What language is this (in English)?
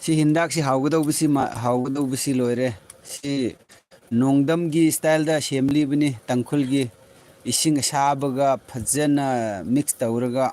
Manipuri